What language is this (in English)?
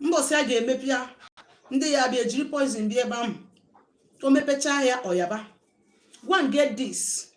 Igbo